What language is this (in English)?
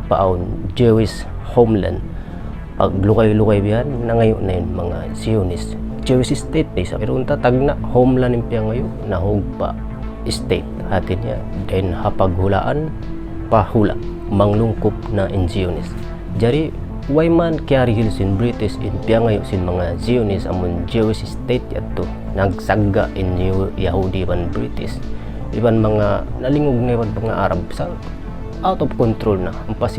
Tausug